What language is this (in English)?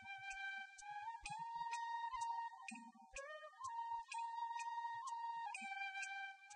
Malayalam